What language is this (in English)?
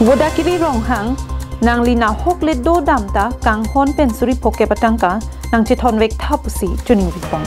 Karbi